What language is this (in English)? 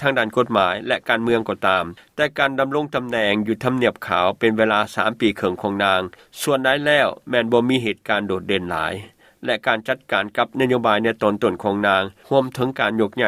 Lao